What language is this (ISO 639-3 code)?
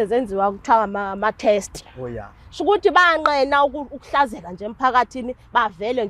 zul